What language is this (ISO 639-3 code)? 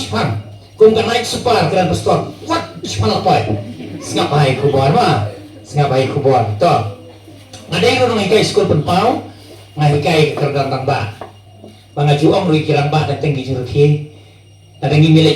kha